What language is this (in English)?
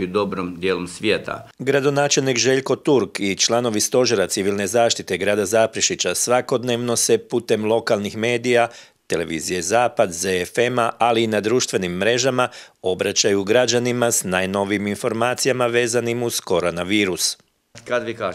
Croatian